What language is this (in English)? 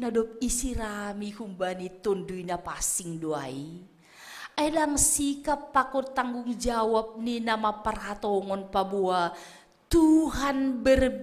Batak Simalungun